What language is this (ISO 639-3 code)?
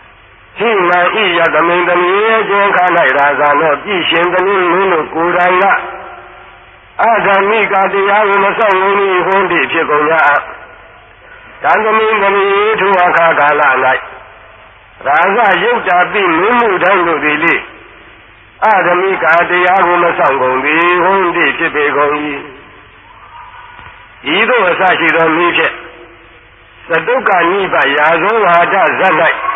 mya